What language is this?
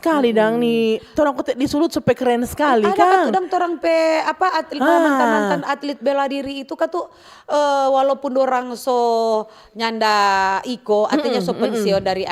Manado Malay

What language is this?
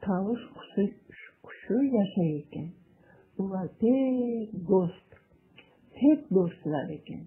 Crimean Tatar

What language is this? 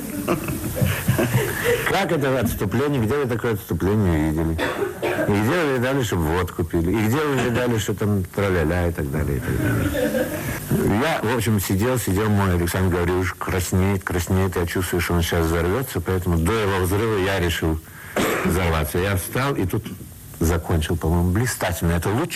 Russian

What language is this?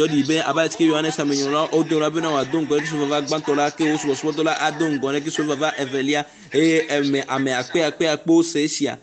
Ewe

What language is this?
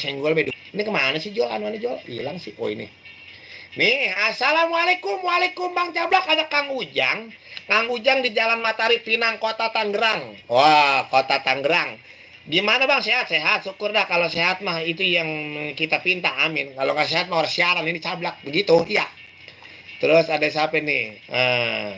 Betawi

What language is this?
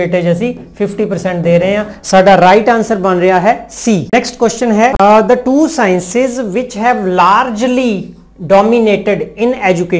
Punjabi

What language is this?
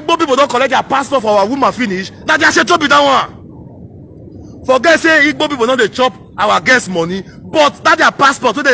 Nigerian Pidgin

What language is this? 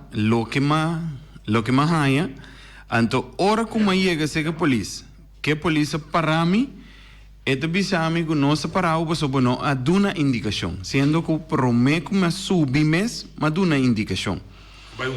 Papiamento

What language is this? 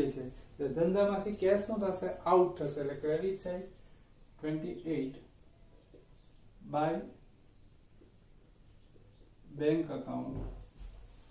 Gujarati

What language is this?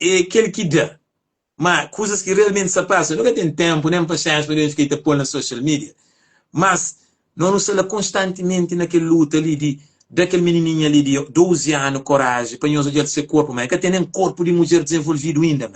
Kabuverdianu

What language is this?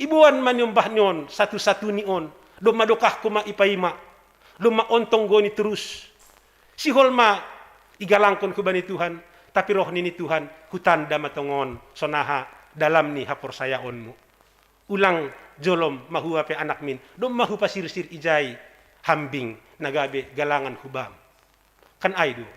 Batak Simalungun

